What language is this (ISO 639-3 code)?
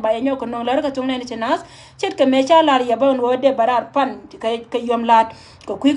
nus